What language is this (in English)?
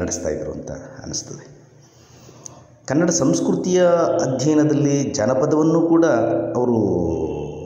Kannada